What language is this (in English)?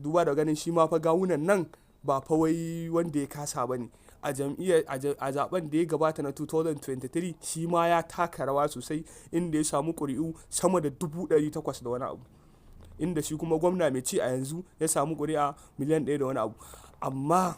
Hausa